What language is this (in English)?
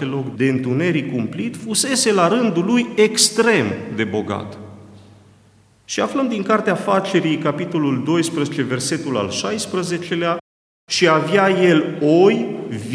Romanian